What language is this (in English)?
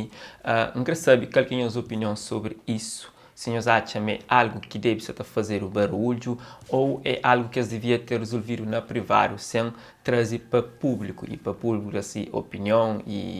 Kabuverdianu